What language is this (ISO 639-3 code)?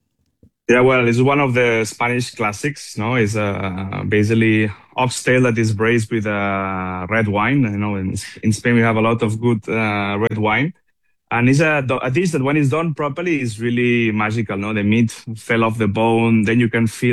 eng